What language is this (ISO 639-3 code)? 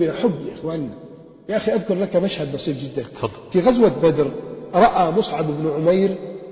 ara